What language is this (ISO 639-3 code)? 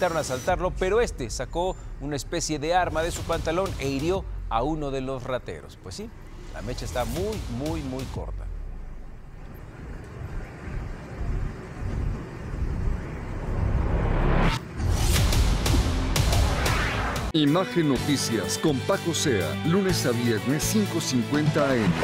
spa